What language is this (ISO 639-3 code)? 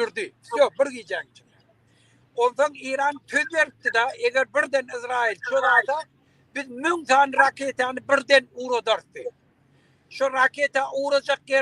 tuk